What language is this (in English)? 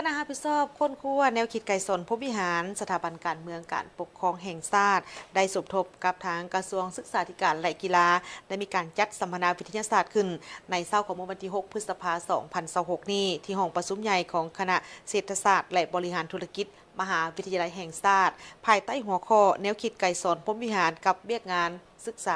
Lao